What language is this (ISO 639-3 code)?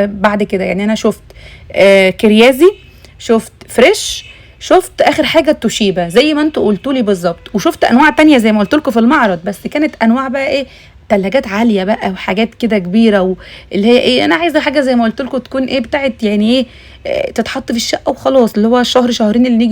arz